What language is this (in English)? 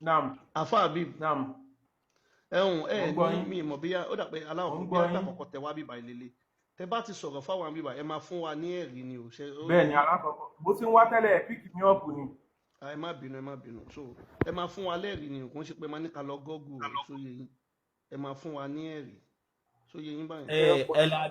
Yoruba